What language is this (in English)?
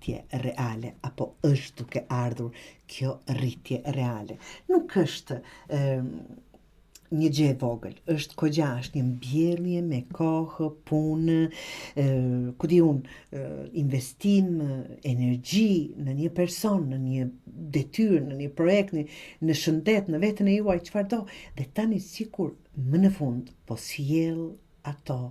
Albanian